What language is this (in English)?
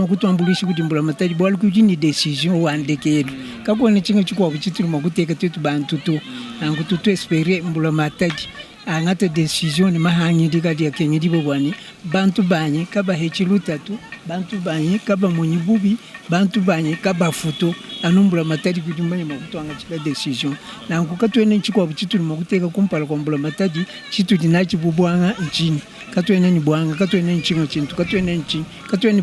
Luba-Lulua